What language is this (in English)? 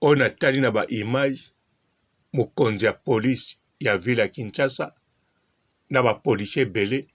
Lingala